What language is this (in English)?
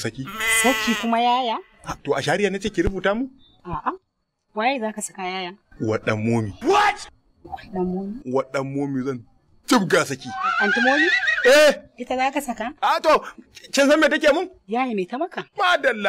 Hausa